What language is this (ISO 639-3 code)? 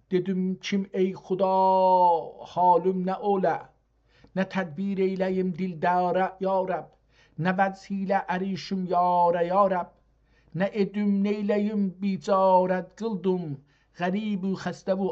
azb